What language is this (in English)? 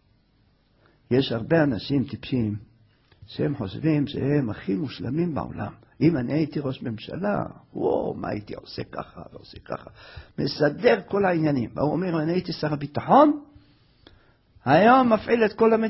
Hebrew